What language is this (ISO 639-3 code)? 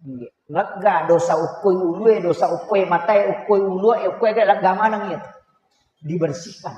bug